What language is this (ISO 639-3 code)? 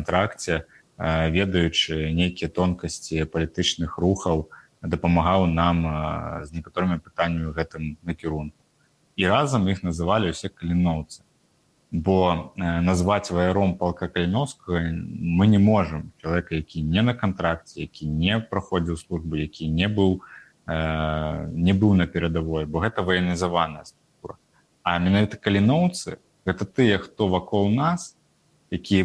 bel